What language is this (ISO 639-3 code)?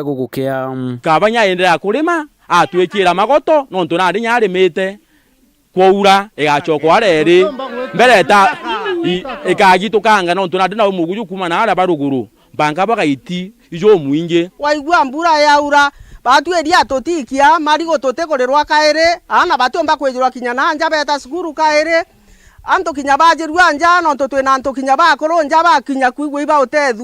mer